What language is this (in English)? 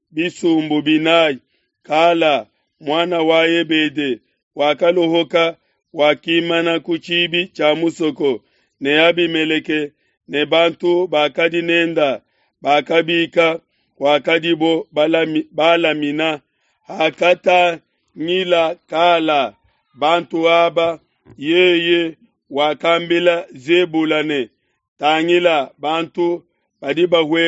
Luba-Lulua